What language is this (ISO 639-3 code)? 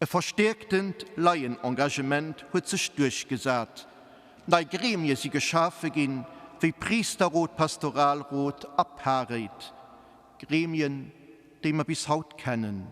ltz